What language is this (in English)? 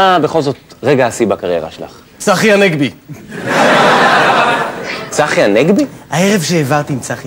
Hebrew